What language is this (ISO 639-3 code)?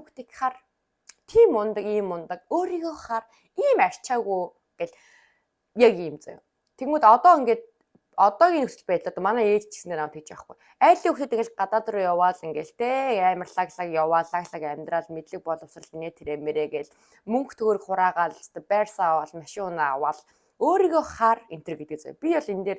mon